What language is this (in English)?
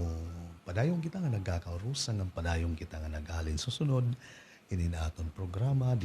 Waray